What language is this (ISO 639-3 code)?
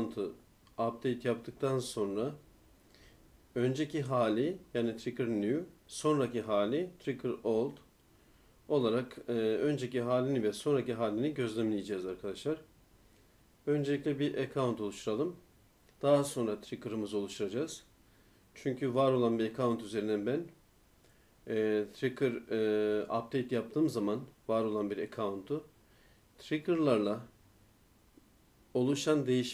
tur